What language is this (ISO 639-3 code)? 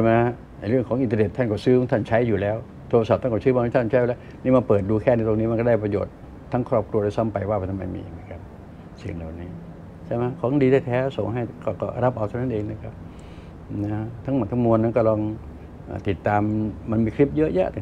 tha